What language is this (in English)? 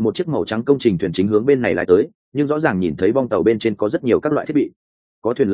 Vietnamese